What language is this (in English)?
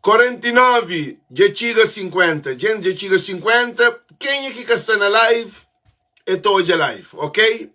Kabuverdianu